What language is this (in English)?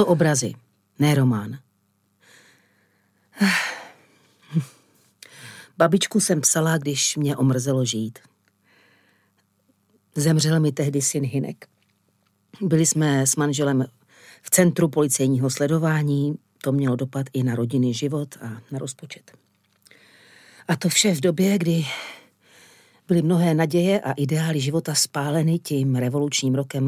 Czech